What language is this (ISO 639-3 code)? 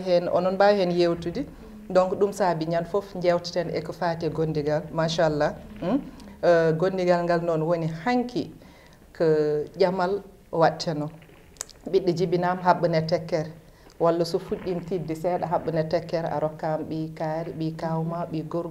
ful